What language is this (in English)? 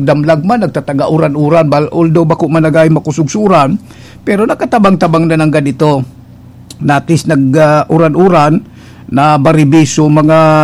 Bikol